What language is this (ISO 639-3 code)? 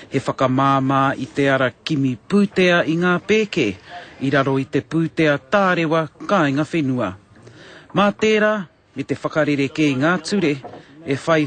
mri